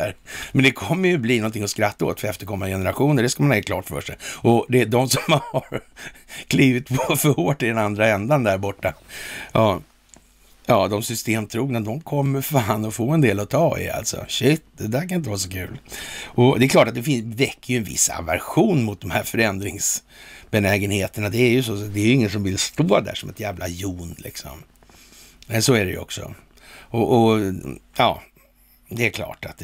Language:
Swedish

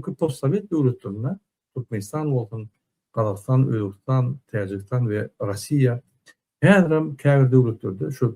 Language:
Turkmen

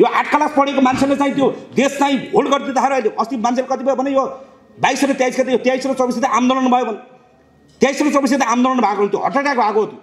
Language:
Nepali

